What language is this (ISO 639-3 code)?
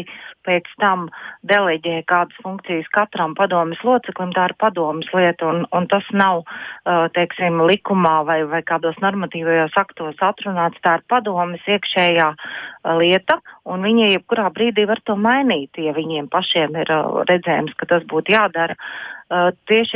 lav